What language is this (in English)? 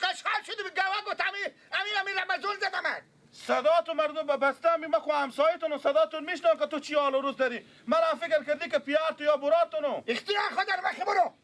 Persian